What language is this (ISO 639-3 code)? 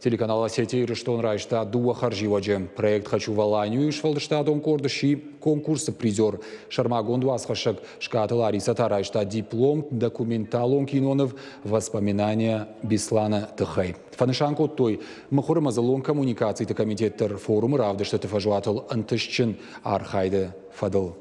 oss